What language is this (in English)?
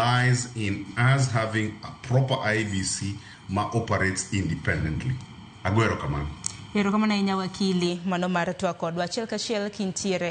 Luo (Kenya and Tanzania)